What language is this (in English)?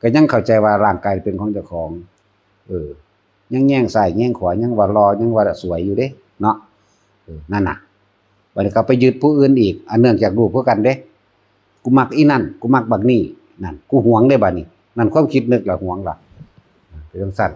Northeastern Thai